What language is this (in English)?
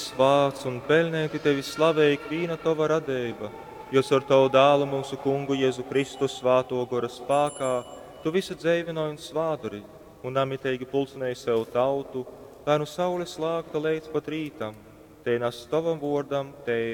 Latgalian